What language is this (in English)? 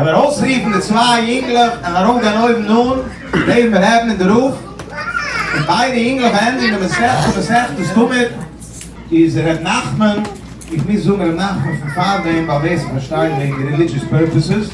Yiddish